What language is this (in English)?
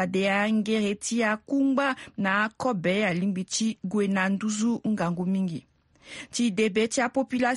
Sango